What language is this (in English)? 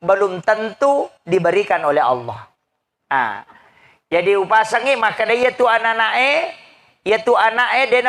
Buginese